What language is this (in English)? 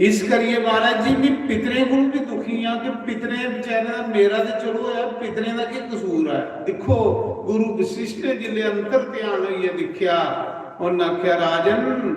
Dogri